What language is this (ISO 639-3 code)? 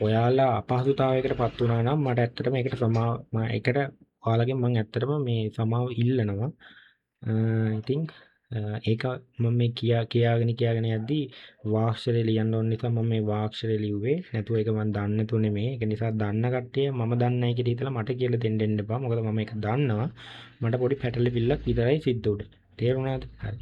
sin